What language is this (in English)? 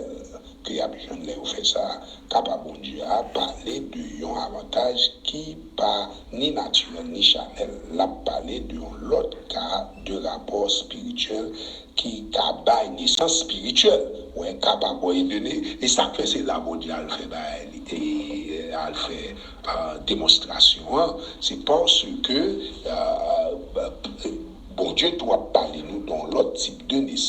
Haitian Creole